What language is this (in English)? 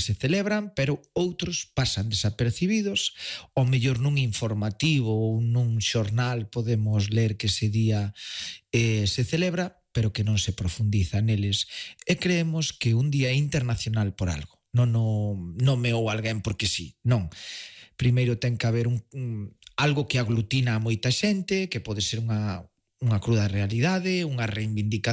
Galician